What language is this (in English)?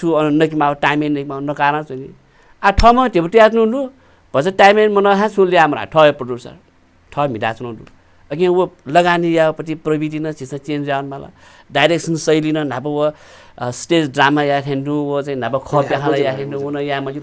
Newari